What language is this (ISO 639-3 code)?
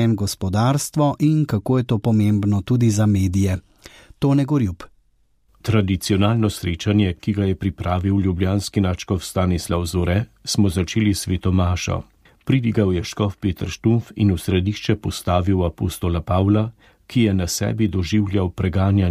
slv